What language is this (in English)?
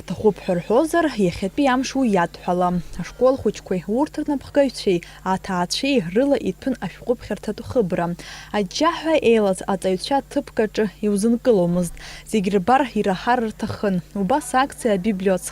Abkhazian